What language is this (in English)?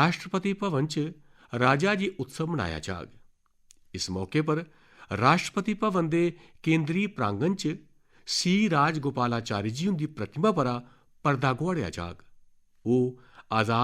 Dogri